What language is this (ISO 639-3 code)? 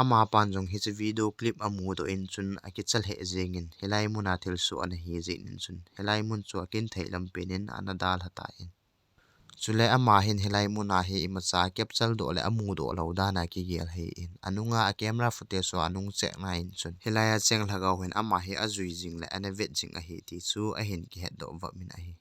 tcz